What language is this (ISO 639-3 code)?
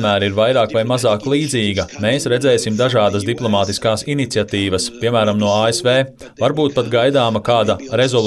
lav